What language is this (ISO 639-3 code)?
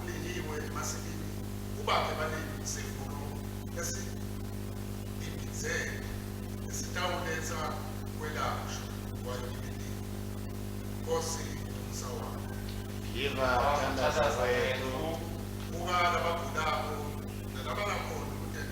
ssw